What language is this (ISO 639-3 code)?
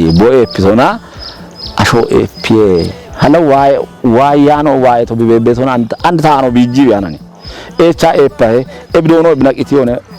kbr